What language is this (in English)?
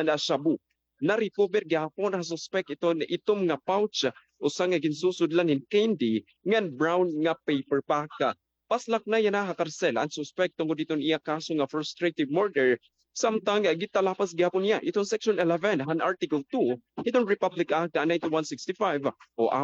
Waray